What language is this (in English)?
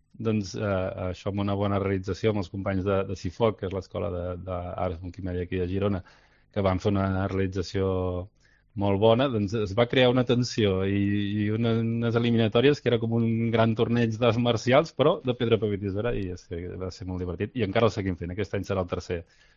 Catalan